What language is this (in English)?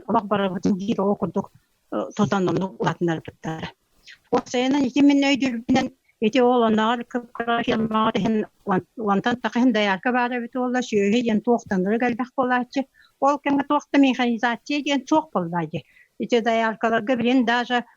Yakut